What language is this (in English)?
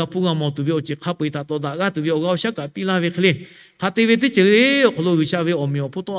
Lahu